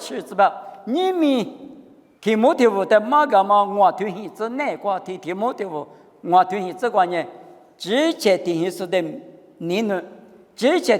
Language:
Lisu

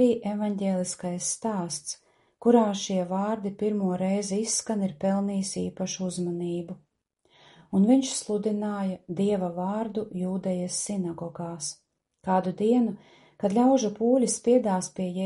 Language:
Latvian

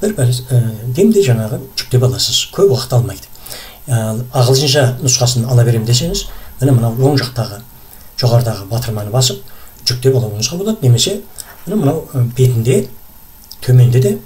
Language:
Kazakh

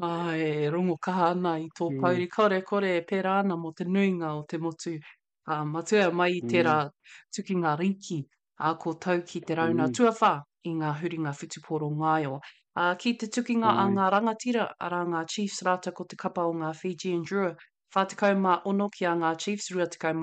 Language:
Māori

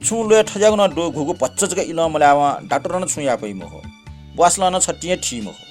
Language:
Newari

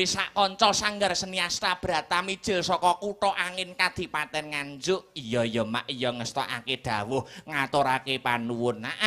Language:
Javanese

